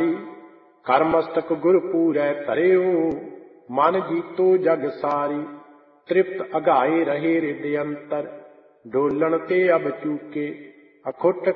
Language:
Punjabi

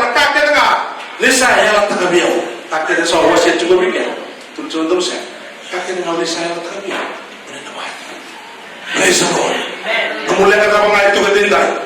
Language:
Fijian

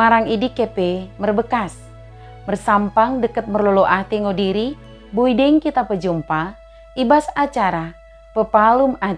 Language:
Batak Dairi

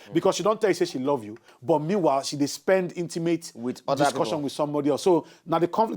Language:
Nigerian Pidgin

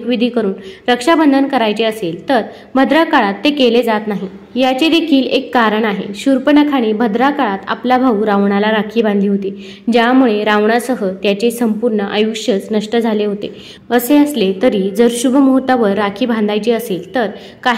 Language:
Marathi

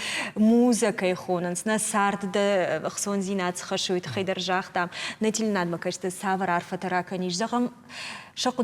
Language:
Ossetic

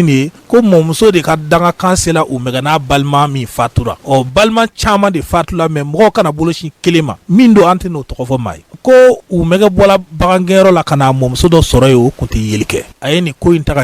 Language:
Bambara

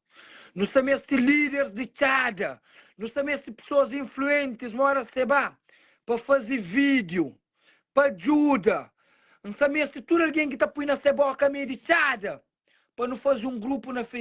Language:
Kabuverdianu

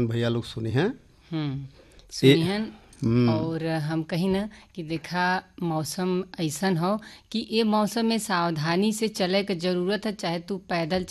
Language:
Bhojpuri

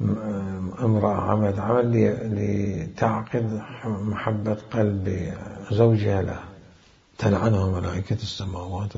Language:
Mesopotamian Arabic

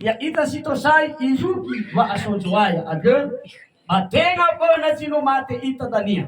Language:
Nias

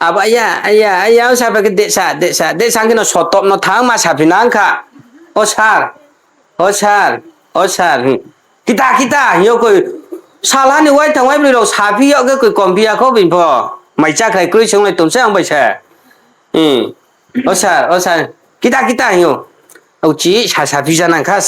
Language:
Riang (India)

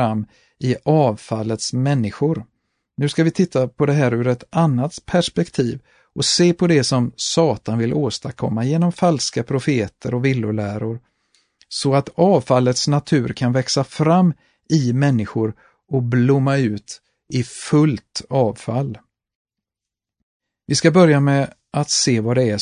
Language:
Swedish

